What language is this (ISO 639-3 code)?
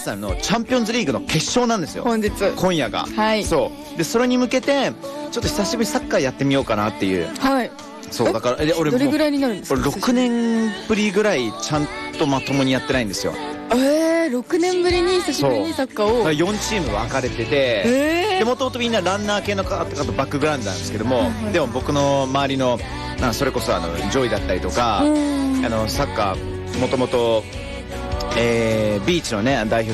jpn